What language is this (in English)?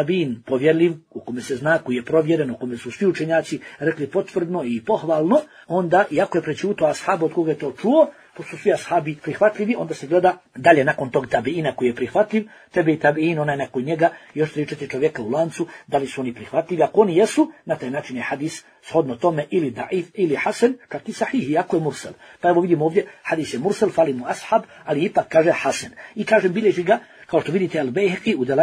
Bosnian